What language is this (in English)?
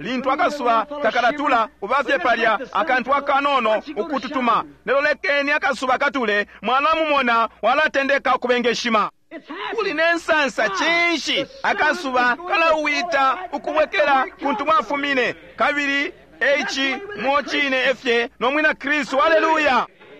Bemba